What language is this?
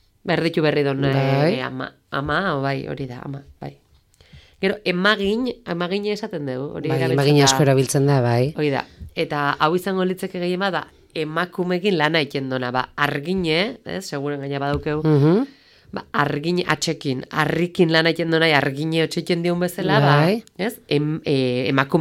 Basque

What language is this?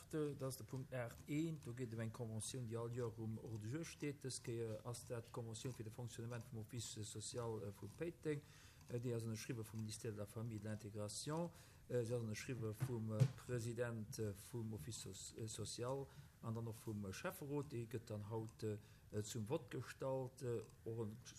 Luxembourgish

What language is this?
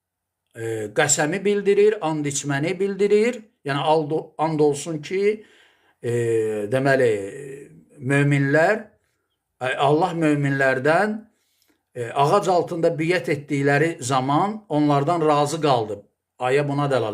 Azerbaijani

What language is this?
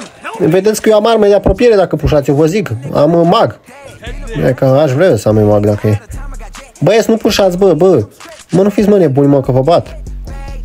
Romanian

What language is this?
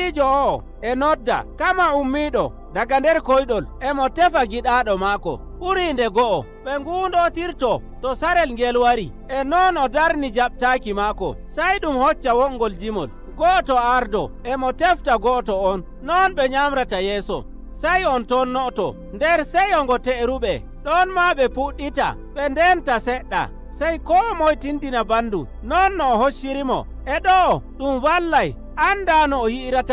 Nigerian Fulfulde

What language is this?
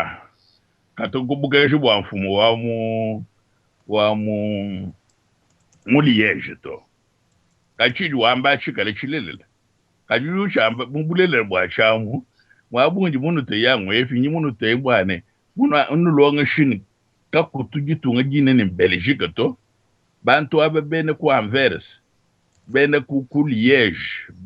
Luba-Lulua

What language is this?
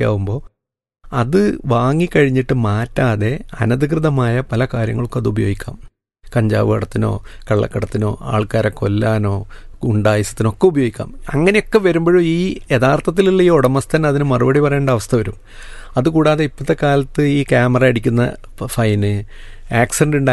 Malayalam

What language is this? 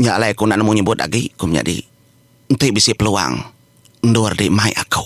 Iban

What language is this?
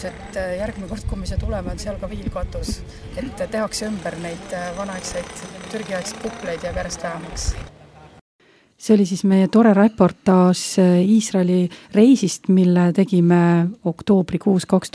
Estonian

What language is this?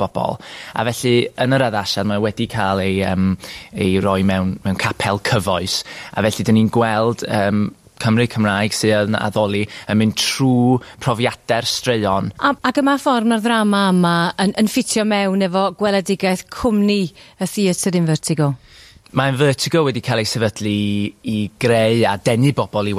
Welsh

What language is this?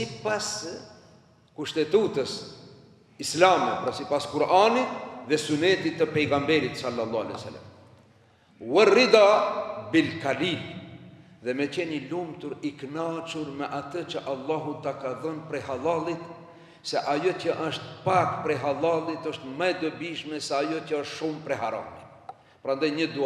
Albanian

